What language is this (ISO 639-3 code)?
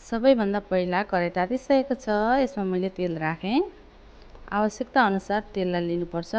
nep